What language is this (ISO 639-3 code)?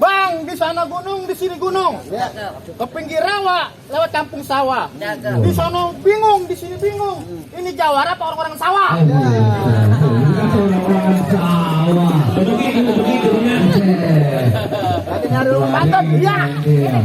bew